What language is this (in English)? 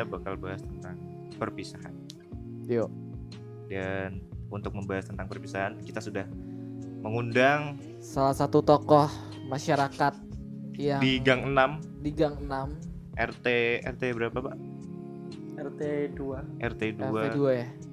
Indonesian